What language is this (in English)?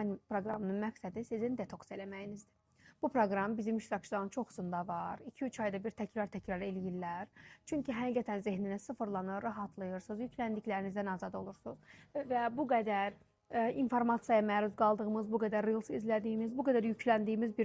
Azerbaijani